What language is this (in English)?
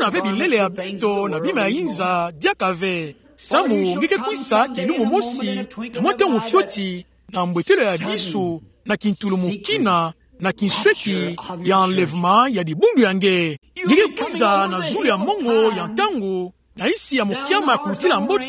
Kituba (Democratic Republic of Congo)